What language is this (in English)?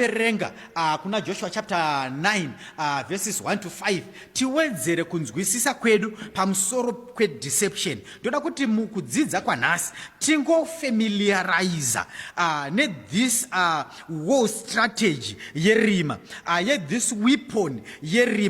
Shona